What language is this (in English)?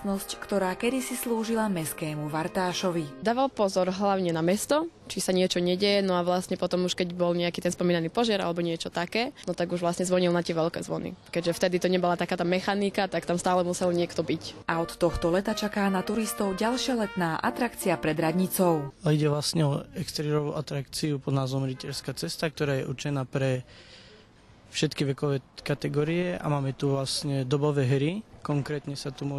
Slovak